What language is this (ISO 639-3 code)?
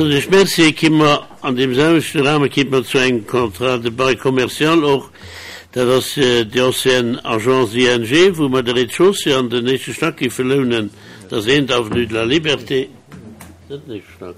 ltz